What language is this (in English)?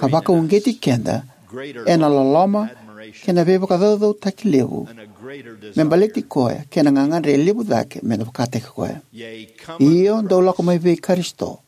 Fijian